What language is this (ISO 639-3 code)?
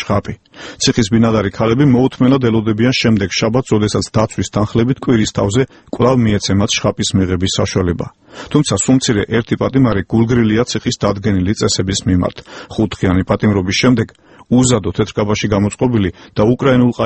kat